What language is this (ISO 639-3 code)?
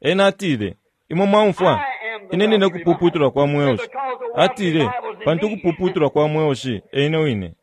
bem